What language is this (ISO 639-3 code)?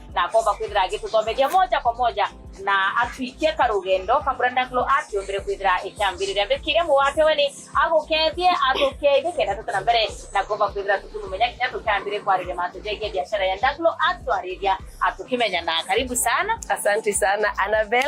mer